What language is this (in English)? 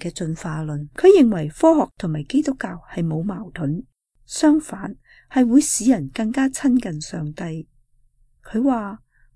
Cantonese